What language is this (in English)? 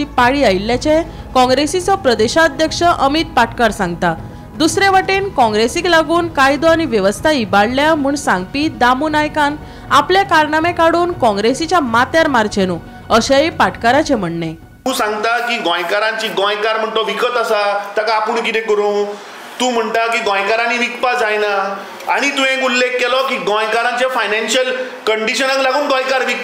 Konkani